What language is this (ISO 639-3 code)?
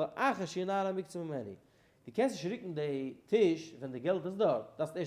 yid